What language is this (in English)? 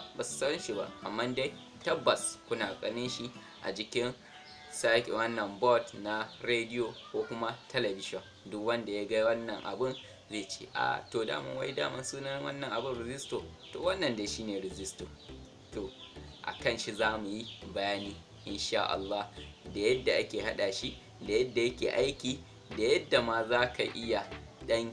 Hausa